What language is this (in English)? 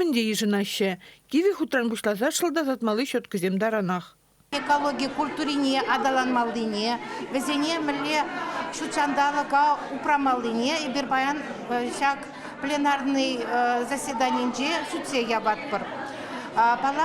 Chuvash